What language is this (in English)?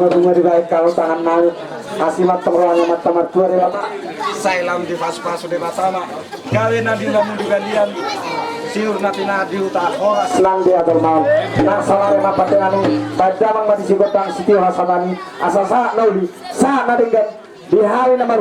Batak Toba